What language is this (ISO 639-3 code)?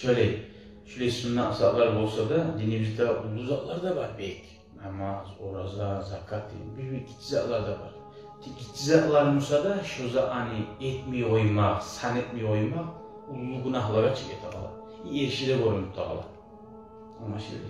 kum